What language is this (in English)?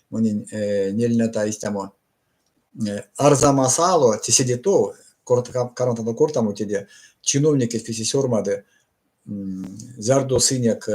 Erzya